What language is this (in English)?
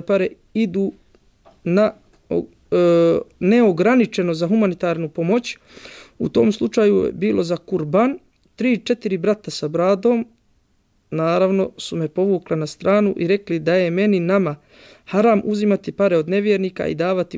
Bosnian